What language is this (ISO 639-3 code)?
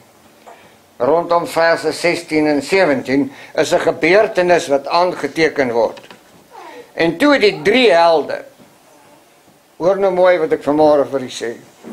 afr